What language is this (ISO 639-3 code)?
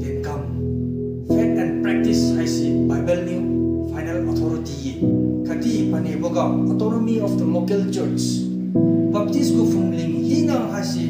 njn